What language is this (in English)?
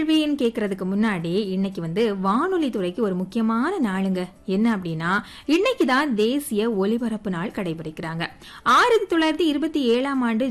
Tamil